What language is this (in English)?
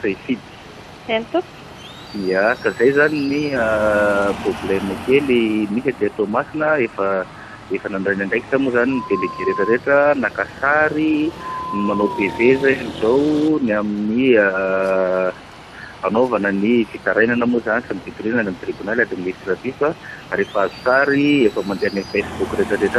Malagasy